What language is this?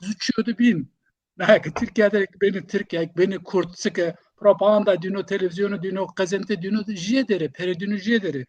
Zaza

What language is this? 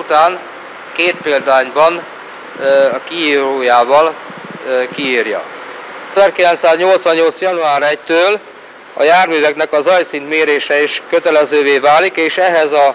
Hungarian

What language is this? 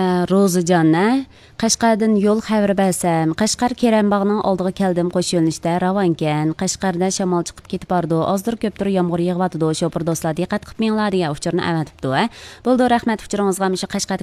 Uyghur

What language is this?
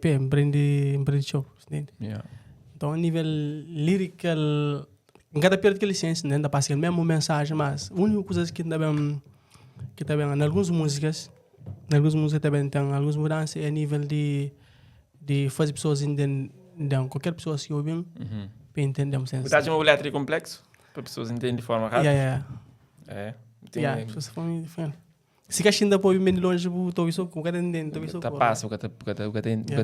Kabuverdianu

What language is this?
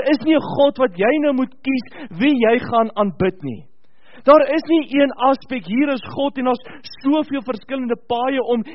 Afrikaans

